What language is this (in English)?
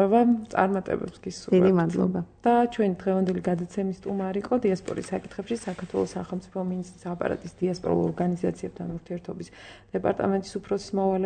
Georgian